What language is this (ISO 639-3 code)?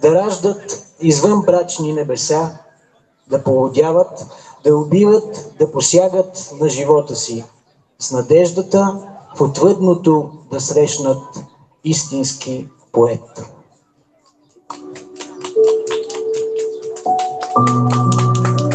bul